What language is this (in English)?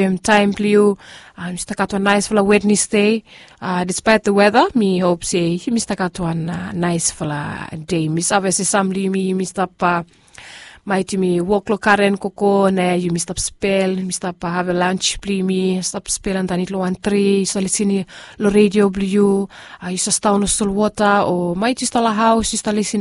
Bislama